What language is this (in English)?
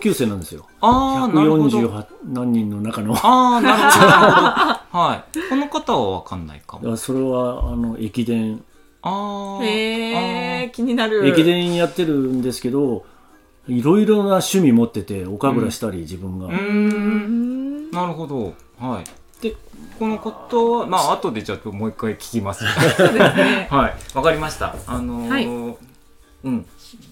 Japanese